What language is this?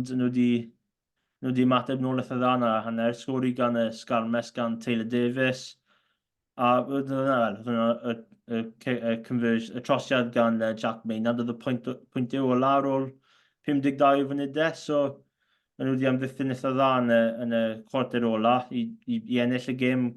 Welsh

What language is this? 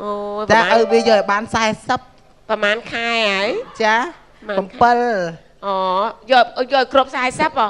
Khmer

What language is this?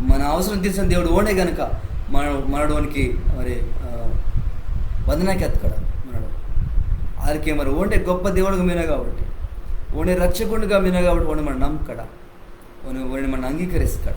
Koya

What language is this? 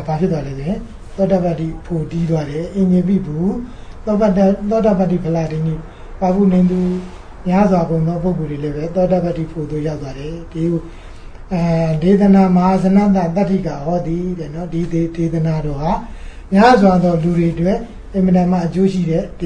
Burmese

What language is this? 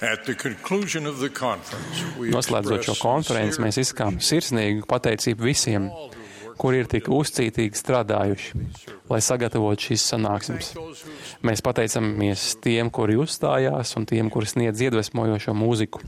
Latvian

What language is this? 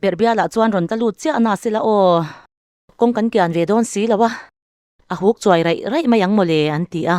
Mizo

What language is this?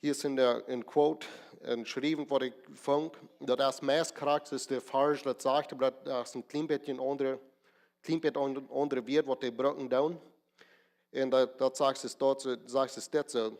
Plautdietsch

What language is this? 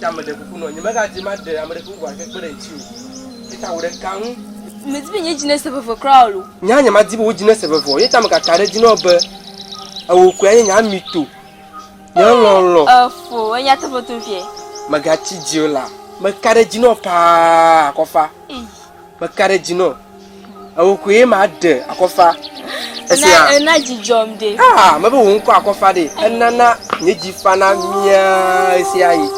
Ewe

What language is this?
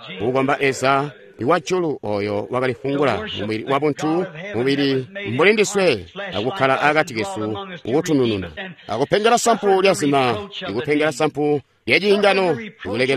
Tonga (Zambia)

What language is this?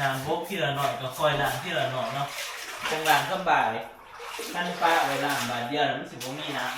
Northeastern Thai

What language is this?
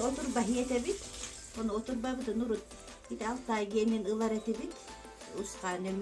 Yakut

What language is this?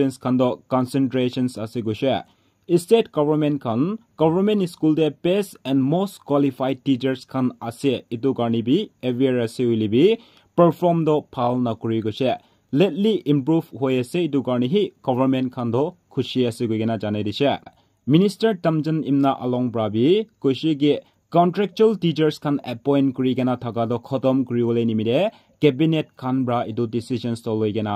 Naga Pidgin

